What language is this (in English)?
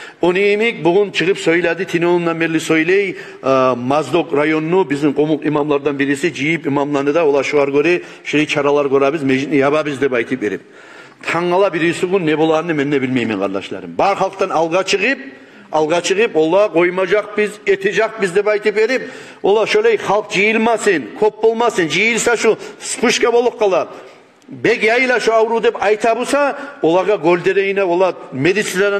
Kumyk